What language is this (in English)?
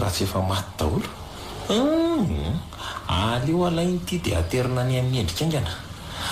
Malagasy